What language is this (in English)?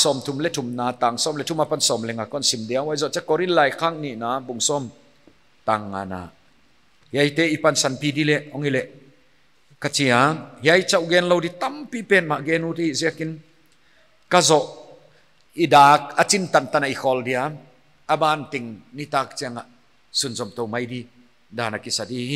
Paite Chin